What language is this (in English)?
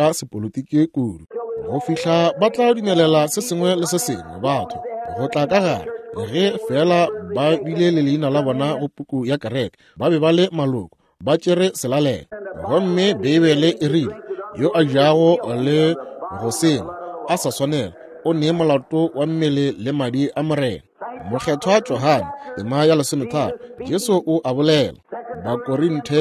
Northern Sotho